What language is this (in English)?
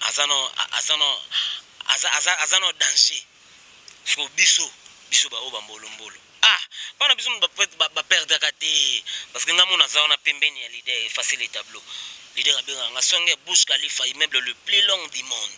Lingala